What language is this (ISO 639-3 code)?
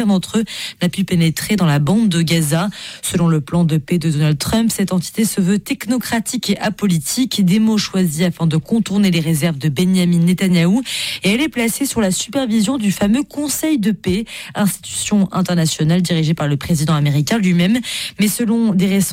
fra